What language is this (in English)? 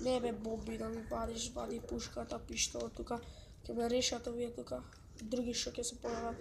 Macedonian